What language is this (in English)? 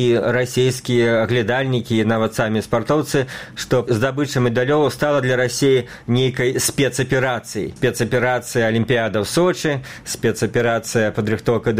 Belarusian